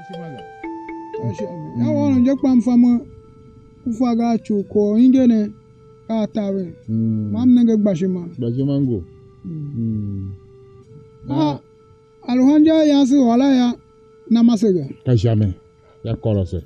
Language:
Tiv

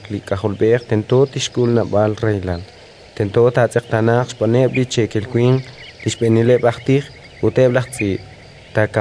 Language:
Kekchí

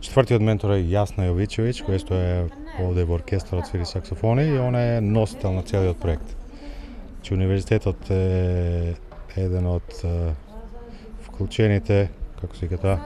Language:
Macedonian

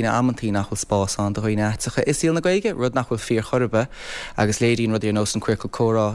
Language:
Irish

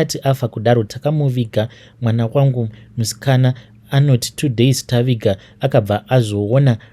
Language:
Shona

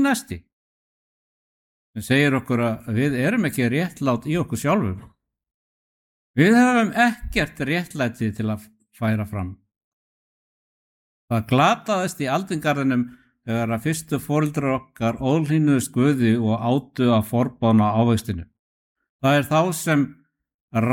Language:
Icelandic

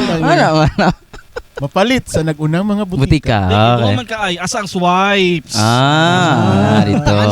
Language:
Cebuano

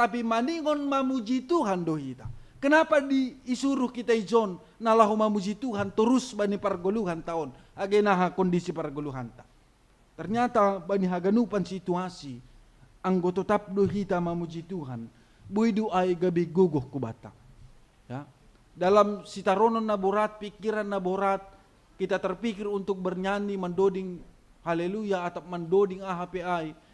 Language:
Batak Simalungun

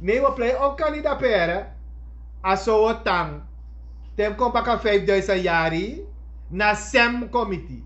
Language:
Sranan Tongo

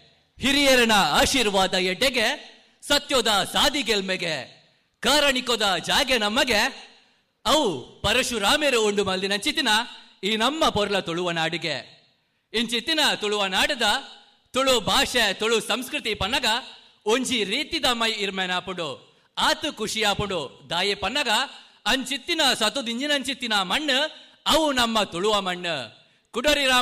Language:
Tulu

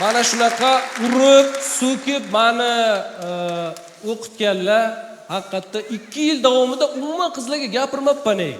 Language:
Uzbek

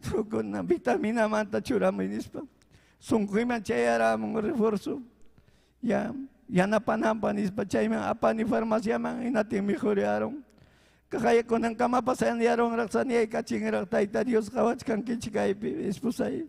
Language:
Ayacucho Quechua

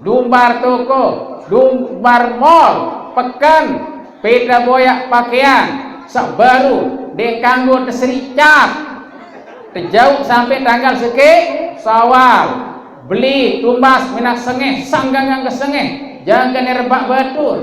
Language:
Sasak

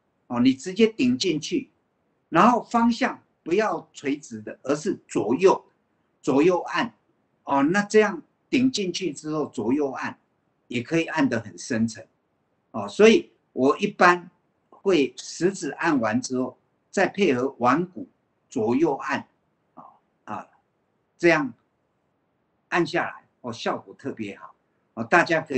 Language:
Chinese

